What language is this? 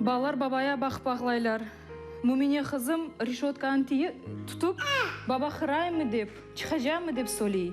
Crimean Tatar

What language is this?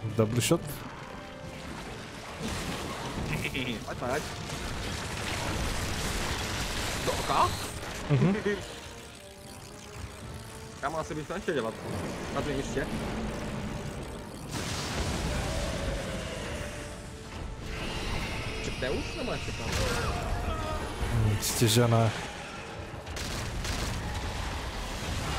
Czech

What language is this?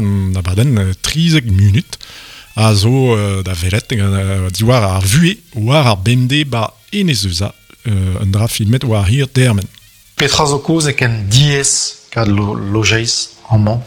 Breton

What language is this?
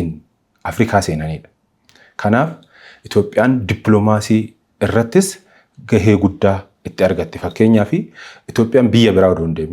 Oromo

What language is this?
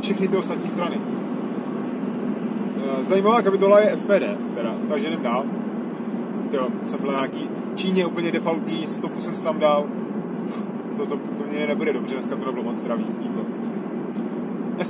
Czech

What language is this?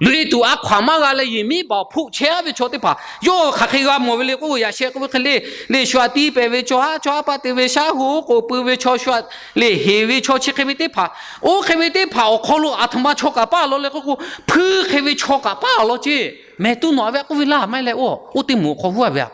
Lahu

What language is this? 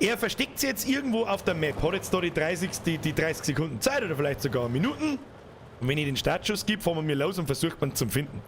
Bavarian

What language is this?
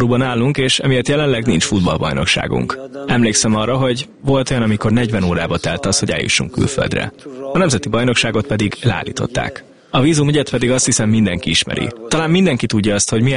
Hungarian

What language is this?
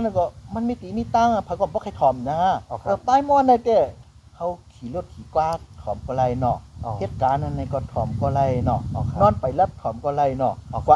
Shan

